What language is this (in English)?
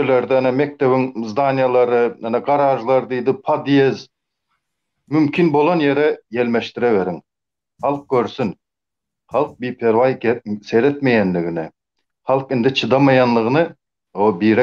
Turkmen